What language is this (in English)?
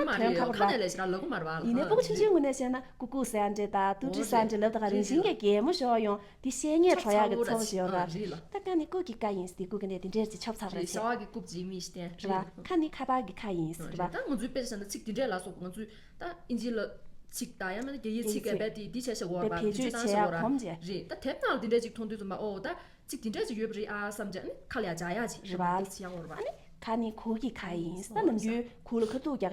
Tibetan